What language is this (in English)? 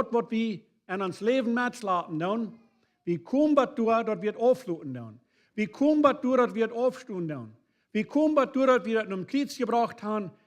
Plautdietsch